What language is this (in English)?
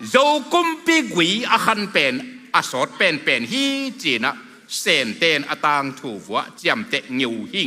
Tedim Chin